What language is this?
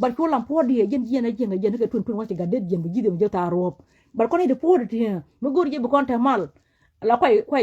Nuer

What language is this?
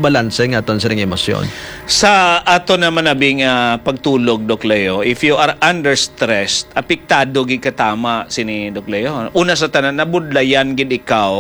Hiligaynon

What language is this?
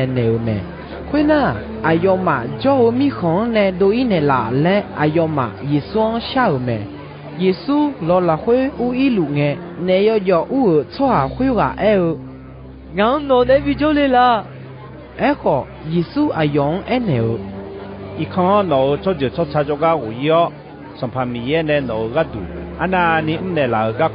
Akha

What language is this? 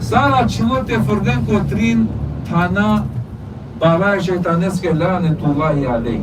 Balkan Romani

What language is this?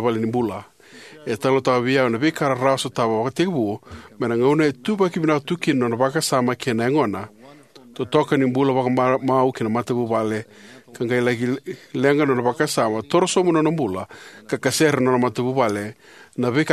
Fijian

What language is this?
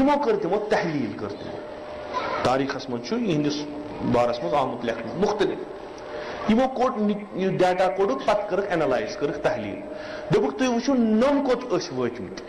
Kashmiri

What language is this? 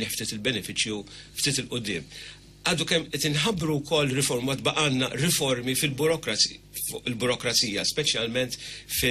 Maltese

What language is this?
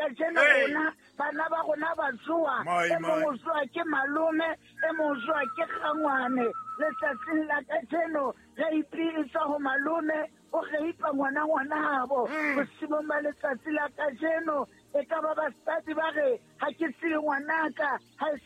Southern Sotho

